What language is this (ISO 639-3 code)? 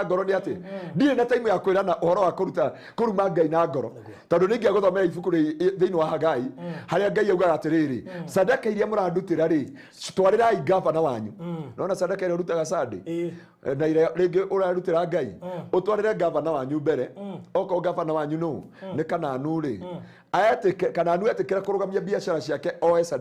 kik